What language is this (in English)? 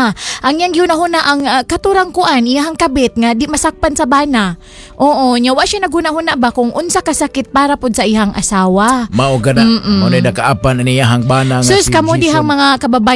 Cebuano